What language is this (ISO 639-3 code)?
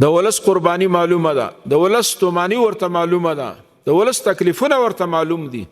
pus